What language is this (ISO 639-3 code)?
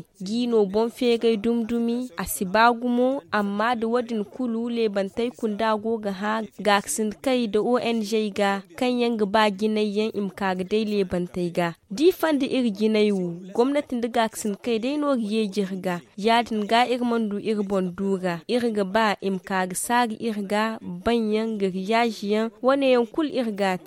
dje